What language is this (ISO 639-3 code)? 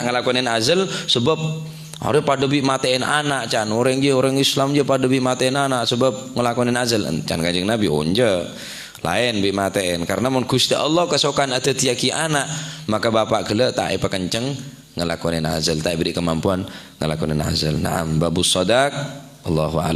mad